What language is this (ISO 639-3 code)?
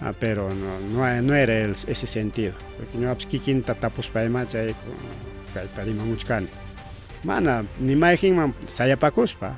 quy